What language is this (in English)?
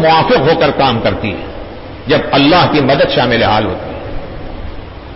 Urdu